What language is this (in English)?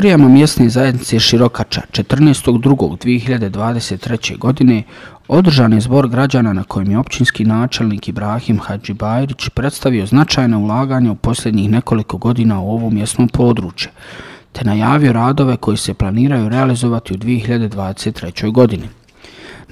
Bosnian